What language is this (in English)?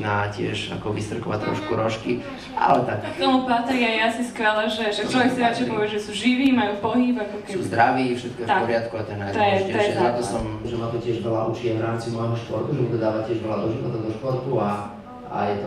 Slovak